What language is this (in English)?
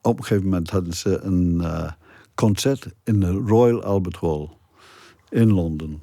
Western Frisian